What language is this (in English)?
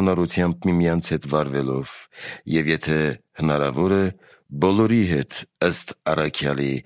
Armenian